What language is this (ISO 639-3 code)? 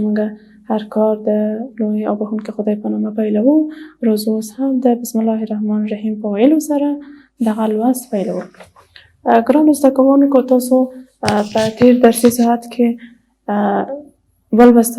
pus